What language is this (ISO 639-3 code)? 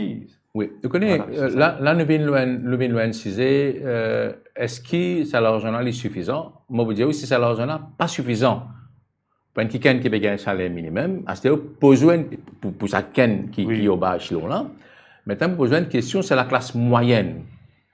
mfe